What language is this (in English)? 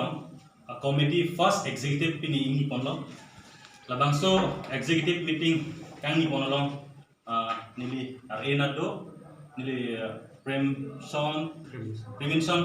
Karbi